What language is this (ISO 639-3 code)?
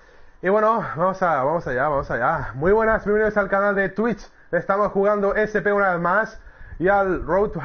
spa